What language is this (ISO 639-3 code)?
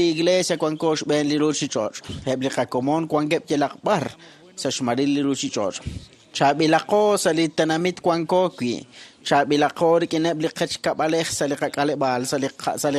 kek